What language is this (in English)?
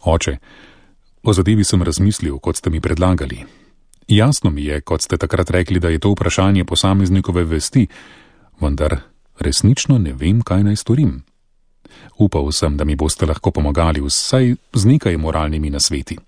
Slovenian